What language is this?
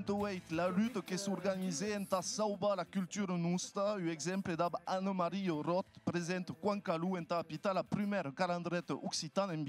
Occitan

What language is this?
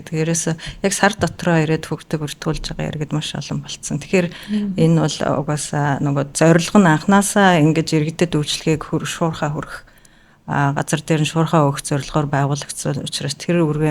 Mongolian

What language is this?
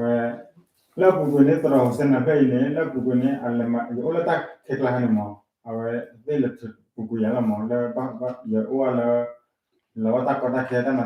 S'gaw Karen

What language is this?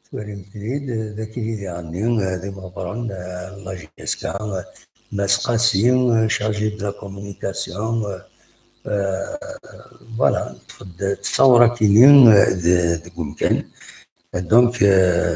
Kabyle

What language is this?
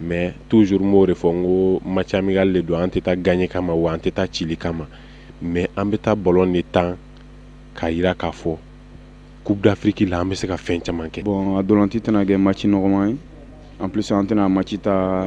Bambara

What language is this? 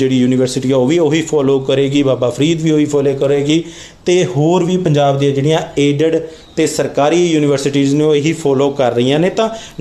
Punjabi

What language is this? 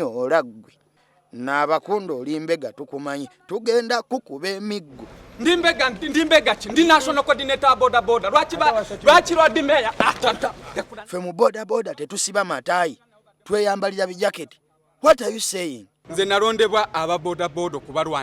Ganda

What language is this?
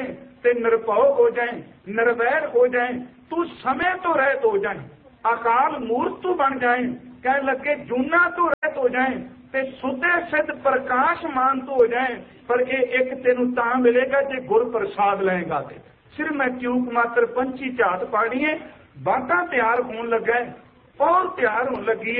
Punjabi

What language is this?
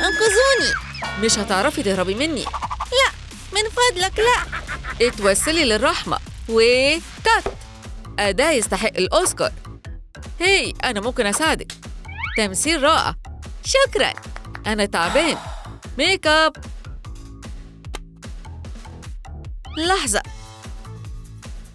Egyptian Arabic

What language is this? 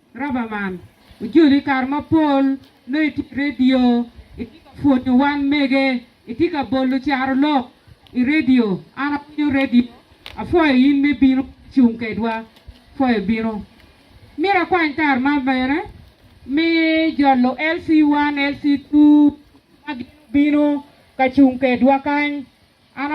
Acoli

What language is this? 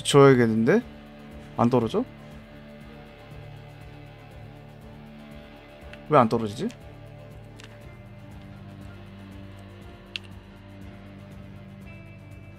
Korean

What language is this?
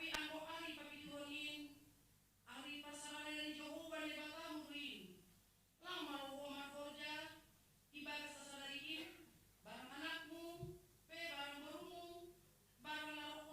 Batak Simalungun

